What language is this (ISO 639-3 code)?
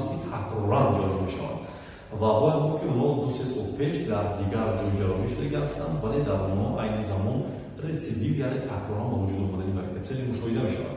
tgk